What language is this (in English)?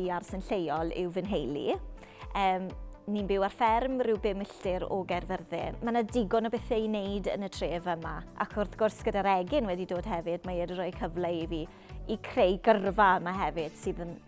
Welsh